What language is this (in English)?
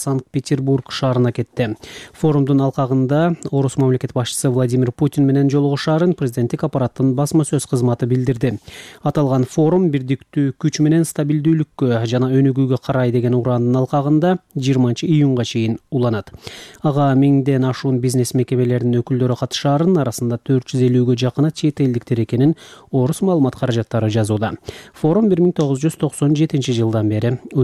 Kyrgyz